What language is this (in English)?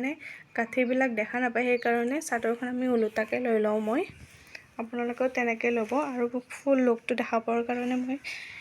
Assamese